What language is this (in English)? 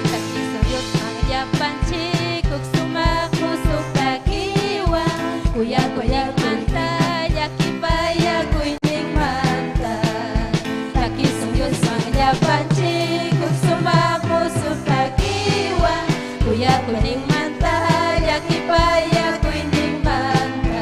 Ayacucho Quechua